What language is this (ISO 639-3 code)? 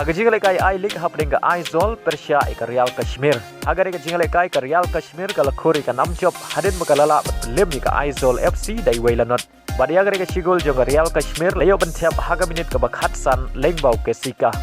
kha